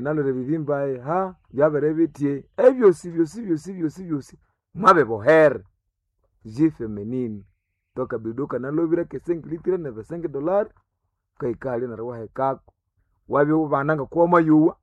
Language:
Nande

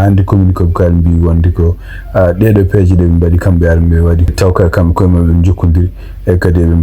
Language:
Fula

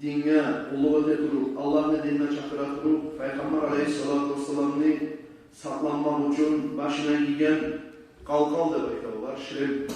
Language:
Kumyk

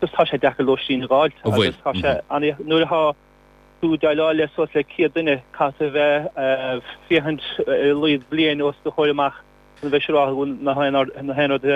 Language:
Irish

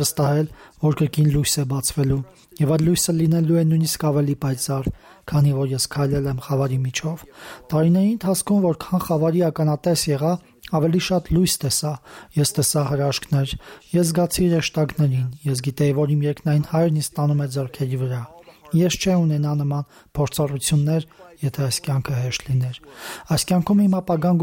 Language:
Armenian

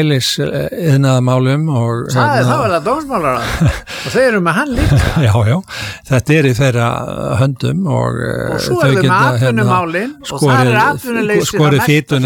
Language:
Icelandic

